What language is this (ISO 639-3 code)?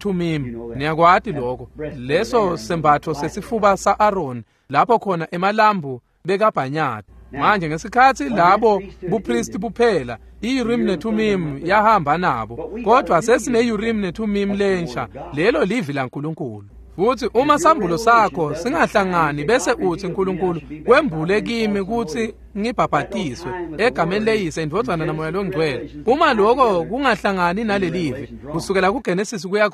ssw